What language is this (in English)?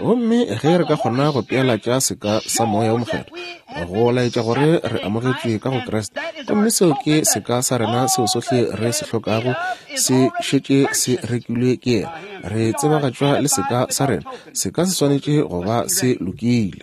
Northern Sotho